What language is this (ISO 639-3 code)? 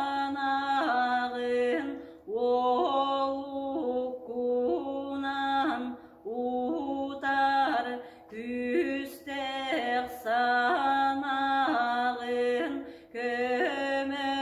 sah